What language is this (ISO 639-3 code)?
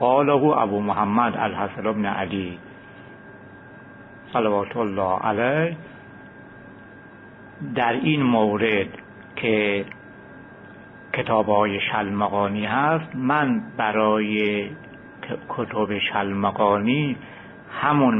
fas